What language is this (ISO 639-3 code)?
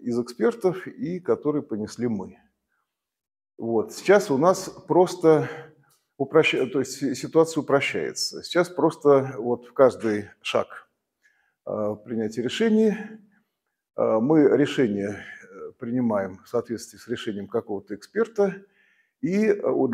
rus